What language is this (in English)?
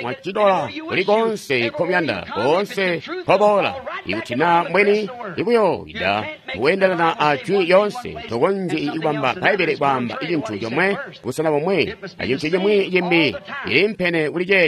Tonga (Zambia)